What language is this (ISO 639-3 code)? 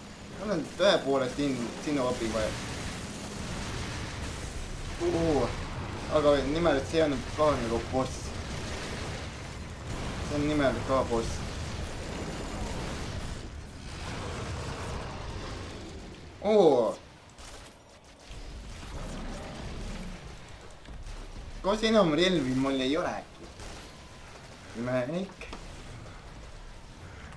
est